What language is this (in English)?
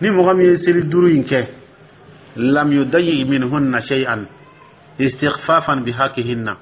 Dyula